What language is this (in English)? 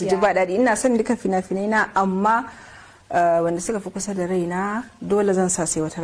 Hausa